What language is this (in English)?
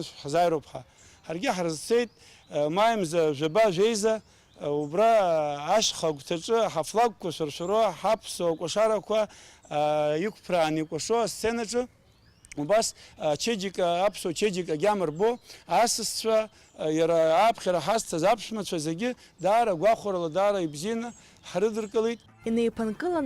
Abkhazian